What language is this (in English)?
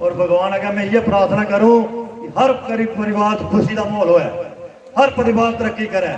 Dogri